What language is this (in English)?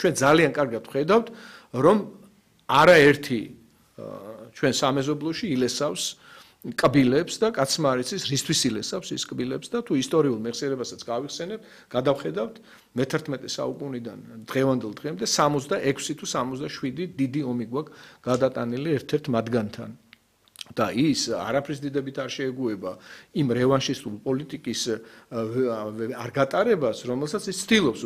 Georgian